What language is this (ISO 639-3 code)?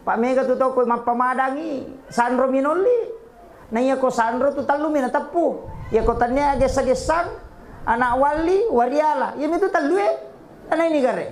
bug